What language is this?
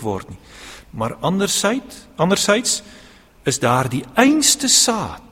Afrikaans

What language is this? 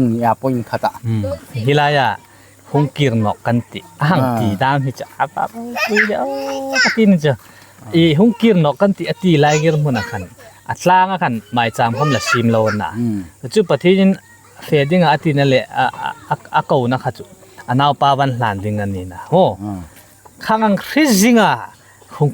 Hmar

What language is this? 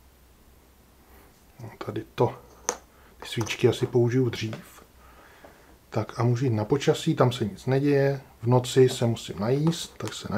Czech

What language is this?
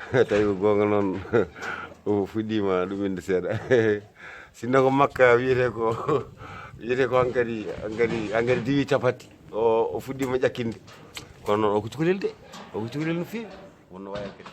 Fula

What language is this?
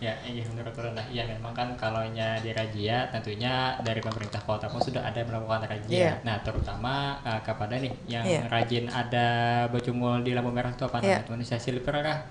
Banjar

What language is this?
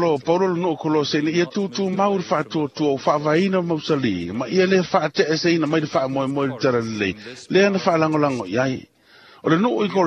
Samoan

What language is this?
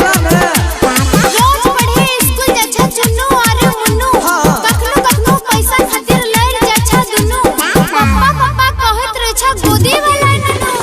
Maithili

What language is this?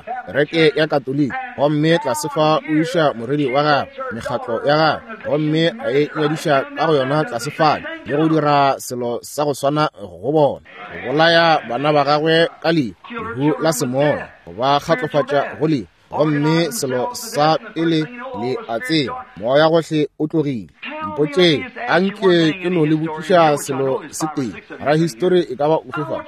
Northern Sotho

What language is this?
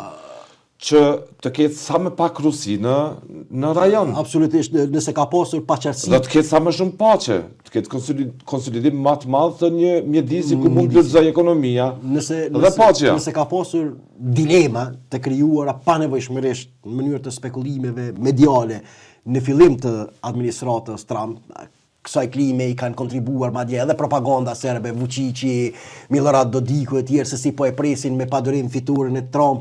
Albanian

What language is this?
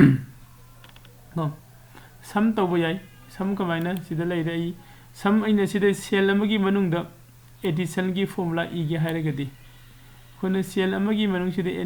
Manipuri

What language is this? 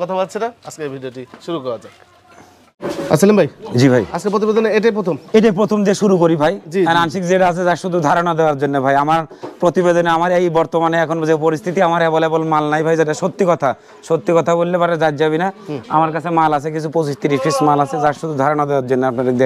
Bangla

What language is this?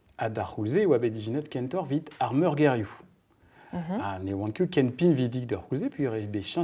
Breton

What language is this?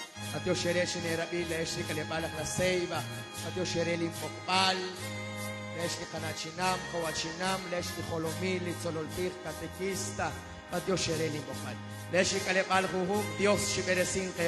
Kekchí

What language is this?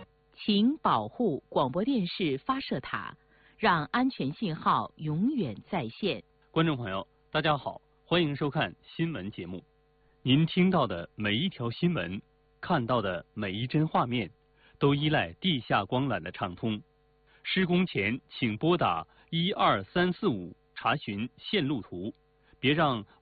Chinese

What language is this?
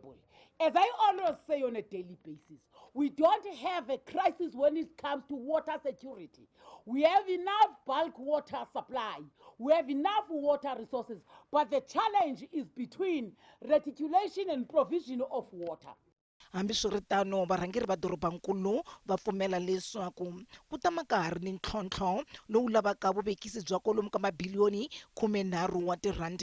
Tsonga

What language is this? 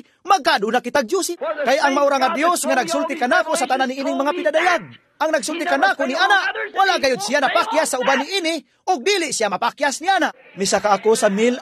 Cebuano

